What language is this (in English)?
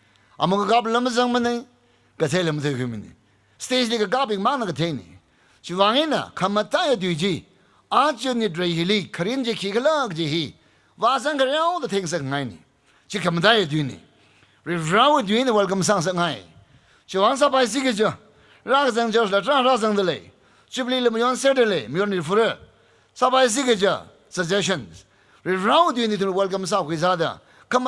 Tangkhul Naga (India)